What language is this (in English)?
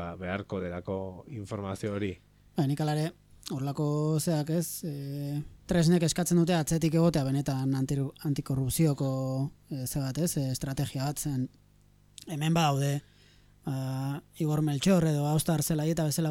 Basque